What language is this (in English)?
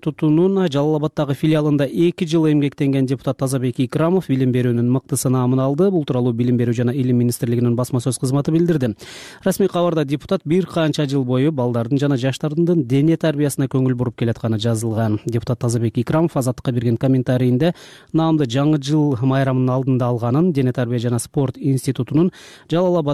Kyrgyz